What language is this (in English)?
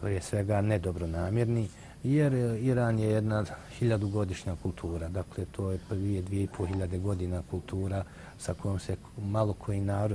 Bosnian